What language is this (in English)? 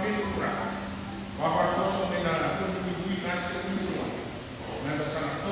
Fijian